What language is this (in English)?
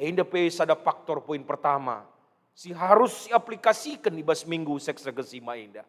Batak Karo